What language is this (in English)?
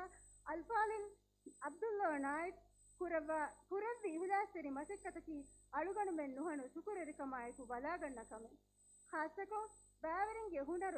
Divehi